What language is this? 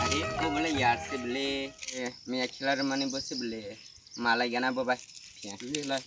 Kok Borok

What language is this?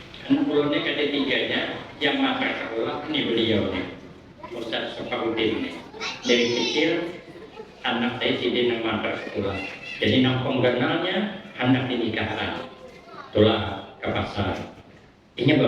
Banjar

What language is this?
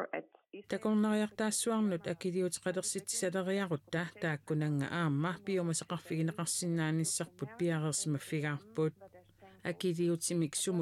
Kalaallisut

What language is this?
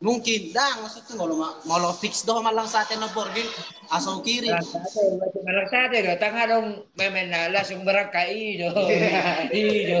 Batak Toba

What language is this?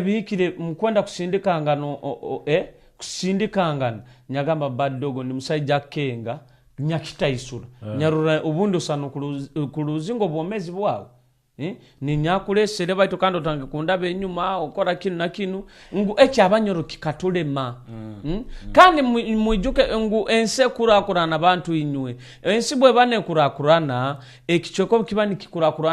Nyoro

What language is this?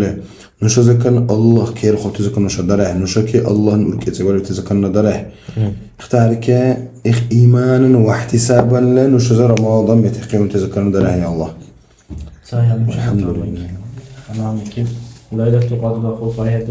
Dargwa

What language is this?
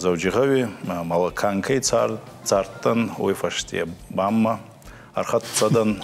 Ossetic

